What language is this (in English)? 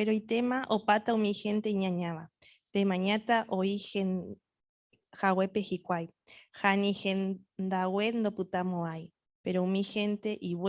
Guarani